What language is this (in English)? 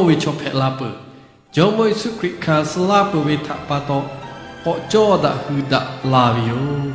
Lahu